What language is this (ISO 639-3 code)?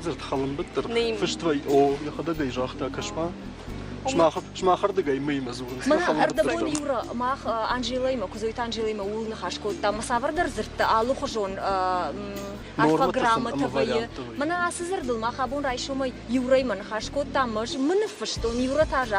oss